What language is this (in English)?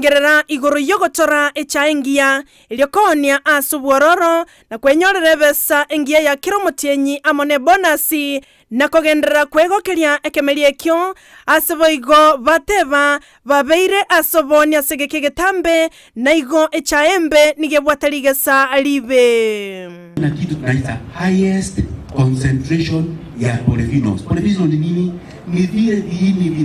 Gusii